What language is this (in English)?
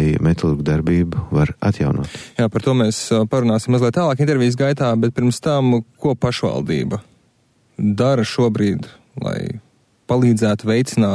Latvian